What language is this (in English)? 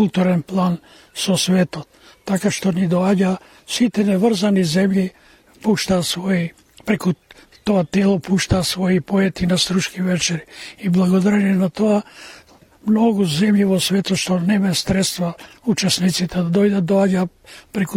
Macedonian